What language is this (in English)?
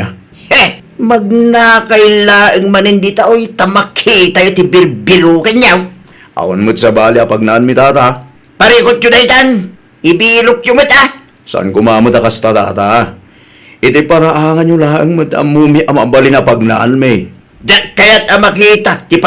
Iloko